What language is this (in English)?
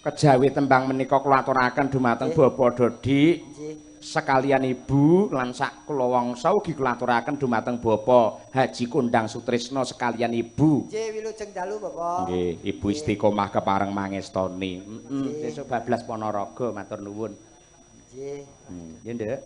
Javanese